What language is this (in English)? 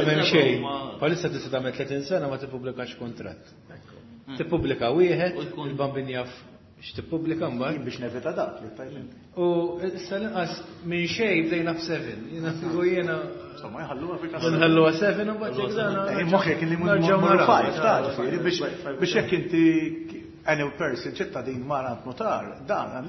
Maltese